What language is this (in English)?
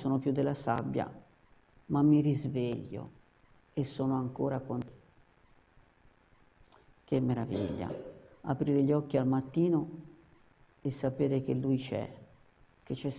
Italian